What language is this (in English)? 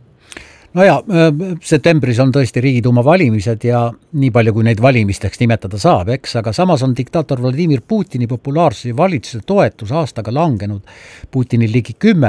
Estonian